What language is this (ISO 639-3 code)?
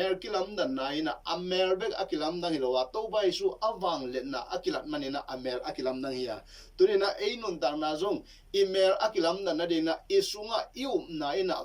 ctd